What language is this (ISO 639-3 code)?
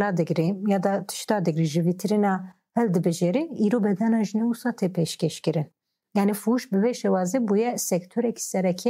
kur